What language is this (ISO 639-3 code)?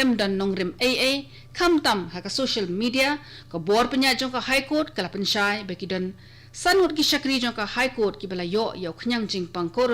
kha